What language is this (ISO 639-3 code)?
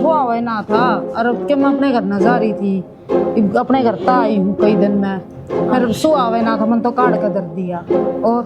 bgc